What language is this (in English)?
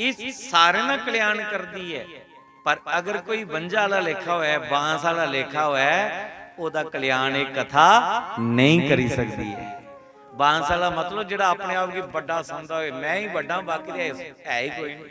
Dogri